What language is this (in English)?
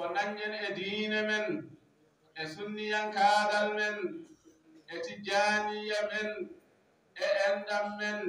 Fula